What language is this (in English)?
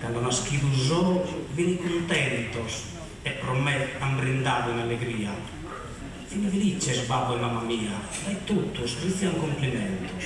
Sardinian